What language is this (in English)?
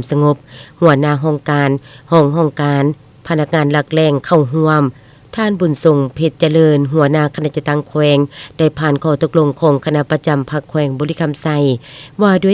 Lao